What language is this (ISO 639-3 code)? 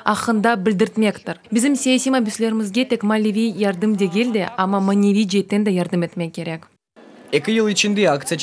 crh